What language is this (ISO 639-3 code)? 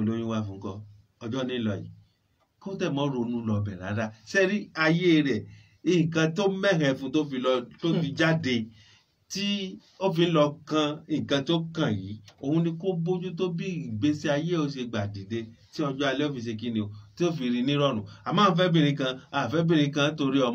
yor